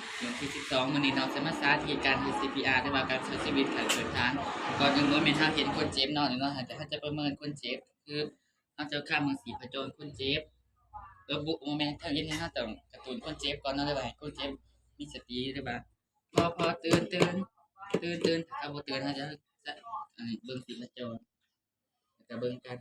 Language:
Lao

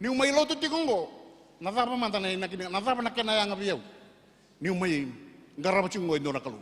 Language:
Fijian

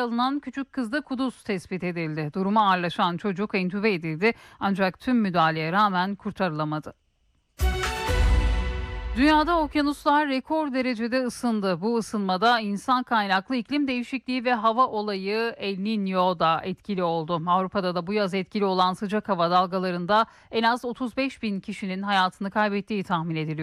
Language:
Turkish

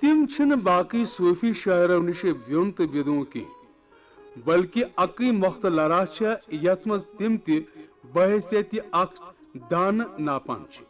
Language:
Kashmiri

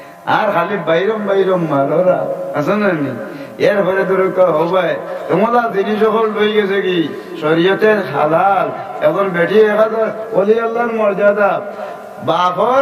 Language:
Sylheti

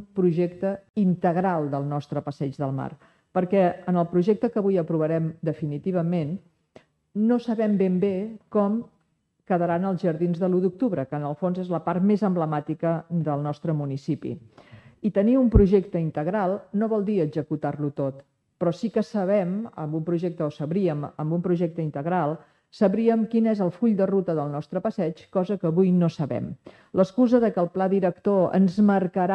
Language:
Catalan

